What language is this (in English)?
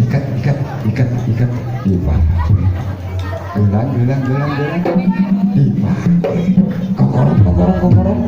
Sundanese